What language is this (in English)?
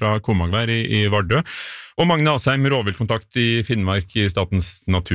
Norwegian